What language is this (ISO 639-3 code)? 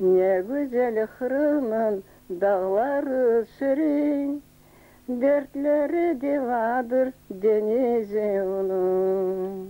crh